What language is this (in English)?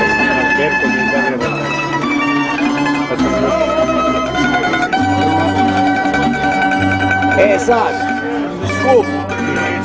Croatian